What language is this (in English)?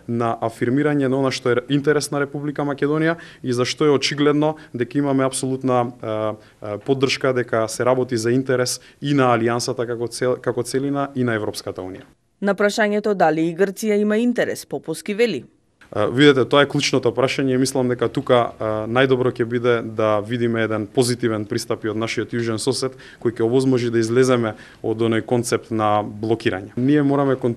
Macedonian